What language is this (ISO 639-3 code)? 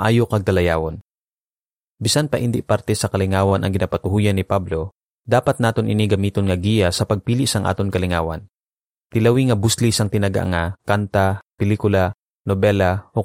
hil